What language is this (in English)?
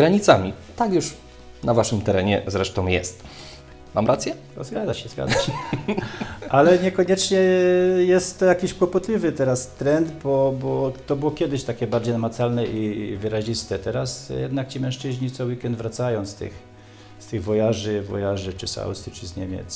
Polish